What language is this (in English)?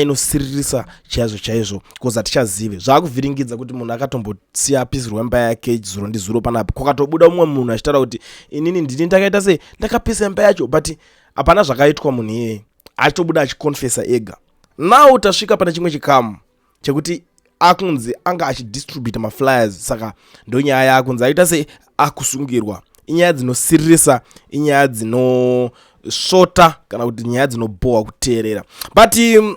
Shona